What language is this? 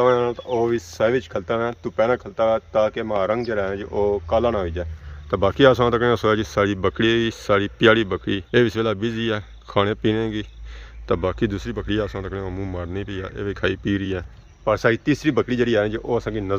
Pahari-Potwari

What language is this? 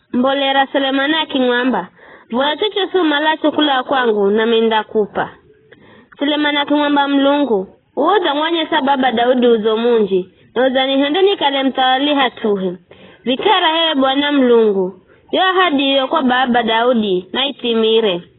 Giryama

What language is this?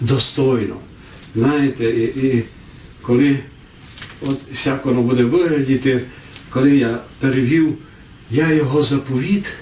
Rusyn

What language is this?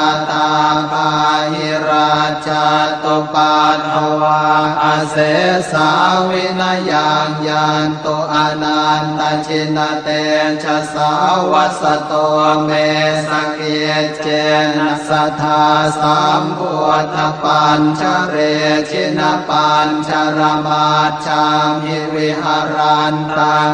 Pali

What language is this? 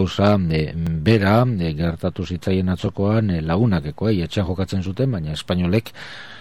Basque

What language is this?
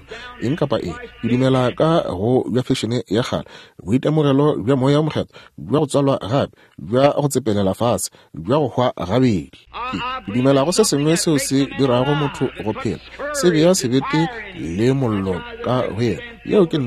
Northern Sotho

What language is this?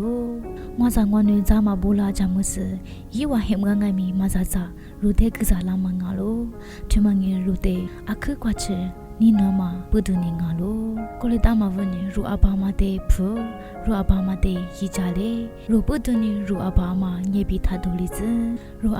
Lisu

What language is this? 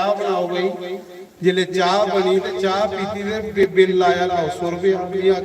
Dogri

